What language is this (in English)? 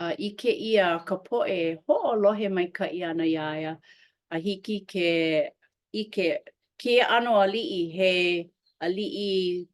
Hawaiian